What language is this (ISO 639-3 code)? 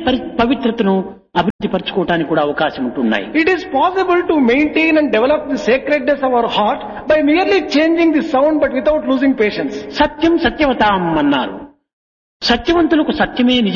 tel